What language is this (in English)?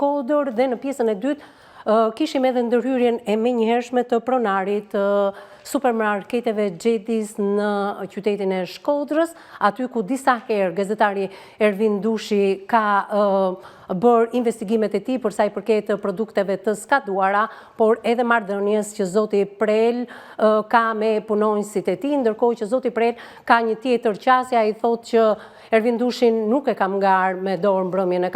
Albanian